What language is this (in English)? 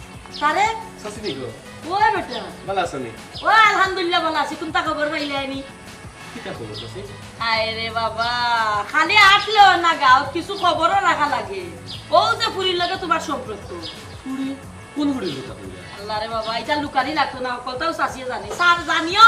Sylheti